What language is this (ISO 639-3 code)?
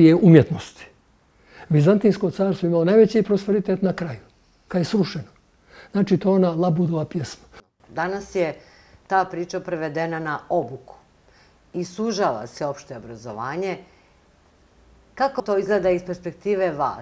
bos